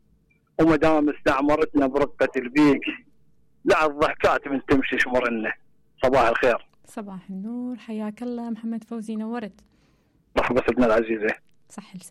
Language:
Mesopotamian Arabic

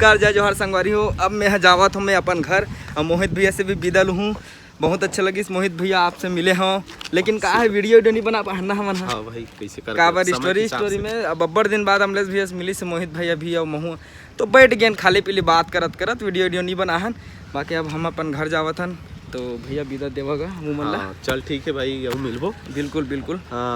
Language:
Chhattisgarhi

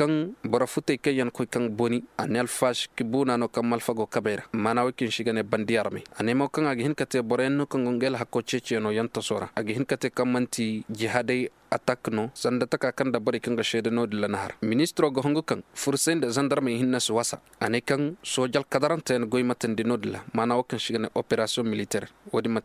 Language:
Koyraboro Senni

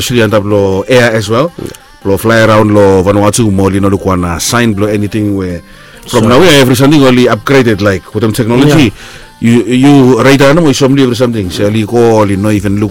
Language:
Bislama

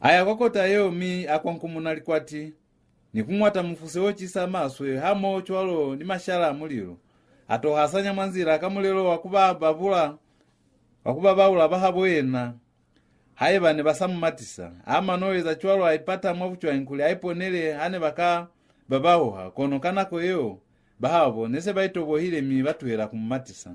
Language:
Lozi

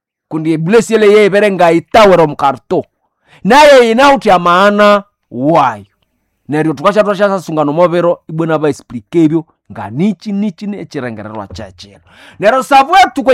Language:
Nande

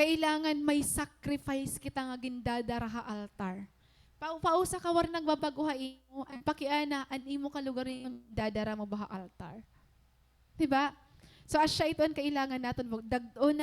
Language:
Waray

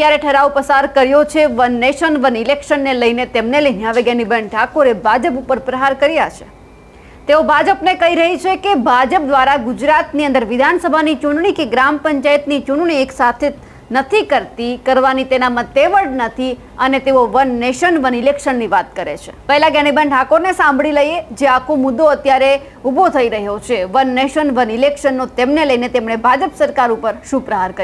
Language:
Gujarati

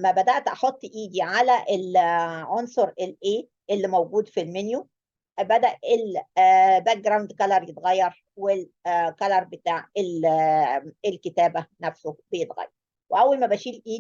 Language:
Egyptian Arabic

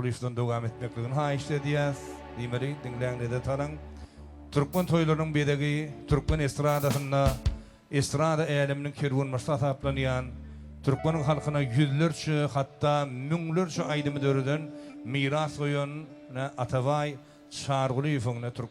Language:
Turkmen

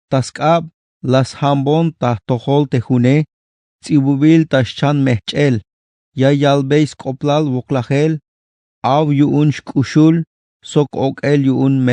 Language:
Tzeltal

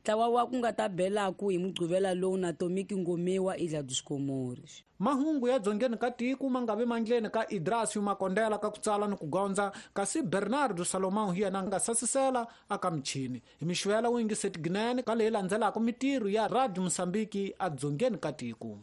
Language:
Tsonga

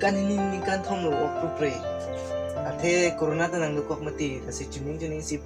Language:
Karbi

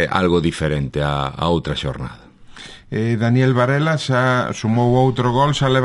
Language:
Galician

